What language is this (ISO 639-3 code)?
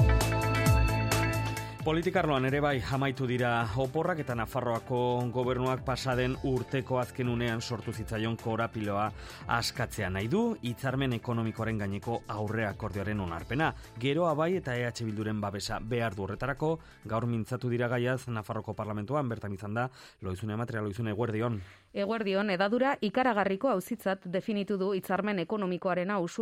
eus